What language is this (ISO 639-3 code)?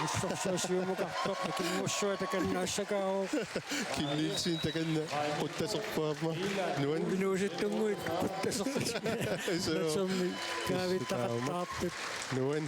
kal